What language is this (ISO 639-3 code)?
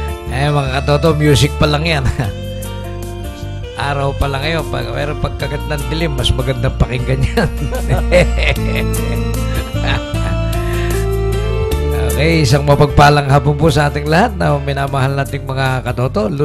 fil